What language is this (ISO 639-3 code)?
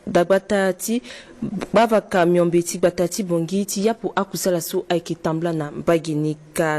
sag